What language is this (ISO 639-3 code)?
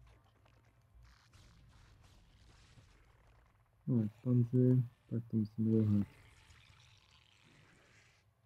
ces